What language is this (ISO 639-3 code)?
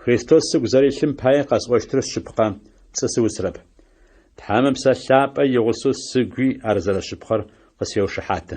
ady